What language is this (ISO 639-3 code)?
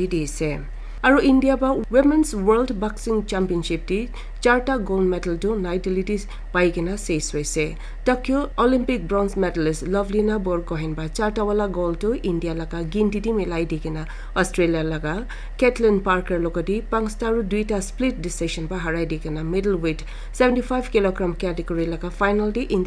nag